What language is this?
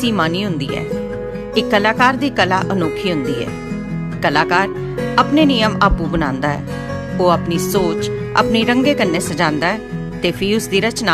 Dogri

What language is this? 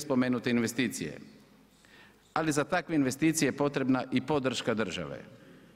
Croatian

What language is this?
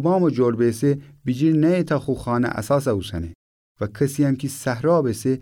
Gilaki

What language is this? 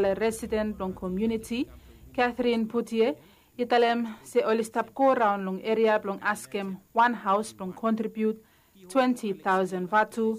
Bislama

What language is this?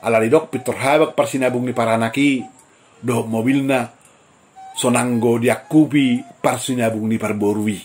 Batak Toba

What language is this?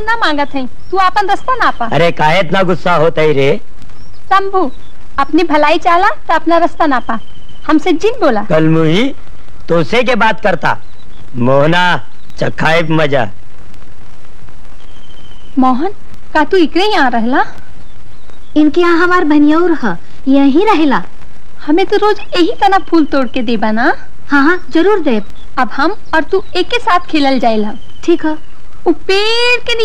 Bhojpuri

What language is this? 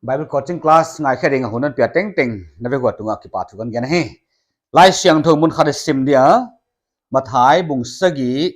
Paite Chin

